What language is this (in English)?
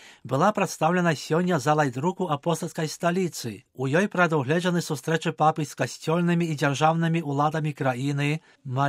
Belarusian